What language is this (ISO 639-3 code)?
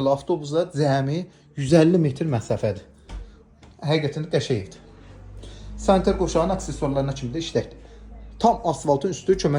aze